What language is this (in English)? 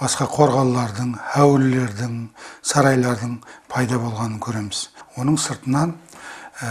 Kara-Kalpak